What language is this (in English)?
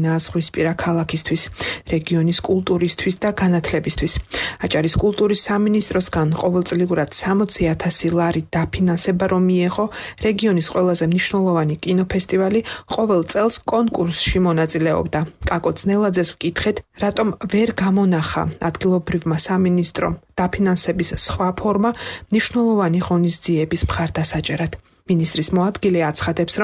Georgian